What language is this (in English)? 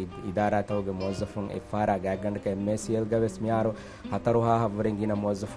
Divehi